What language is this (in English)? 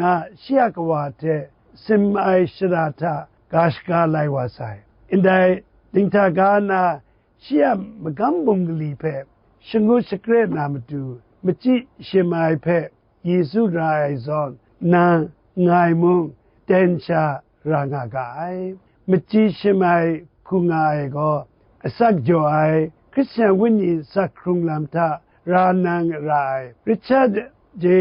Kachin